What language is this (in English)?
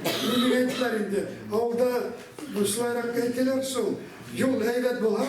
Bashkir